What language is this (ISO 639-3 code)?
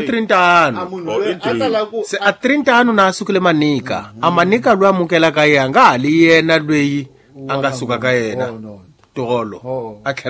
tso